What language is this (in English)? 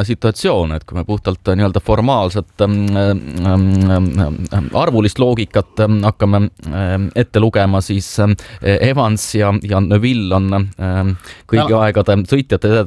Estonian